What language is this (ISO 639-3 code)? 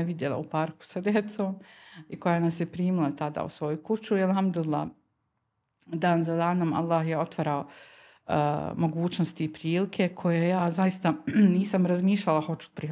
bos